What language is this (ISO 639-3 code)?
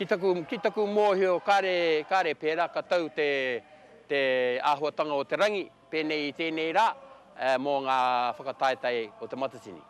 mri